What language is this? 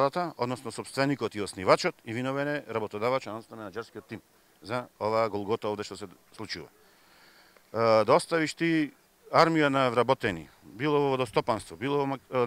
Macedonian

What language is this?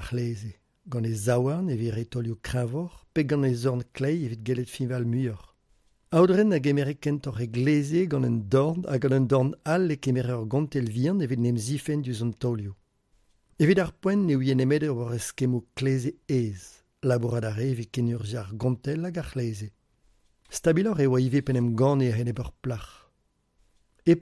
Breton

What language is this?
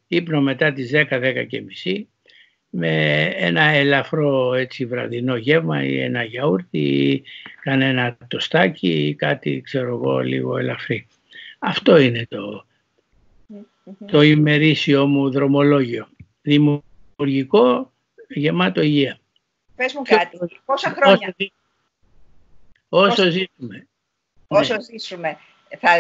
Greek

